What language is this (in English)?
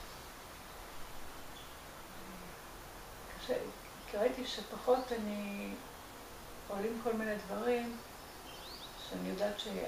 Hebrew